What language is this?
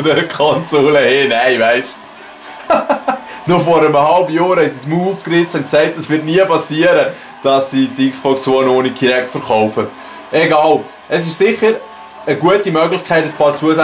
Swiss German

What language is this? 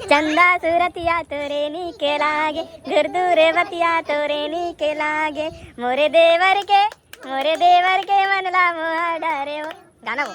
Chhattisgarhi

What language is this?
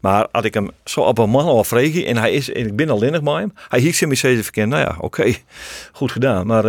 Western Frisian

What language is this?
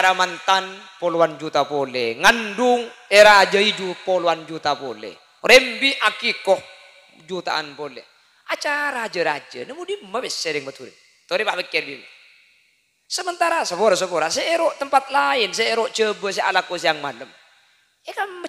Madurese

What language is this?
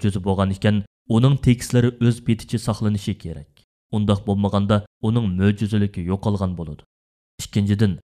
Uyghur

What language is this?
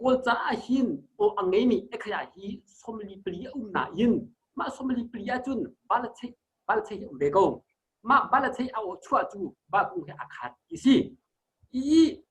Hakha Chin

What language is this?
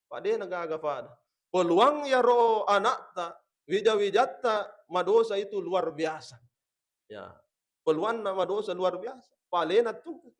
Buginese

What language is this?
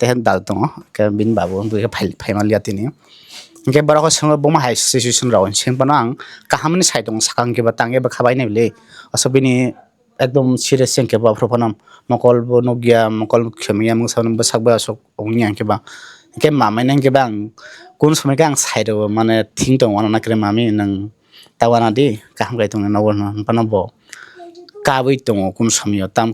Kok Borok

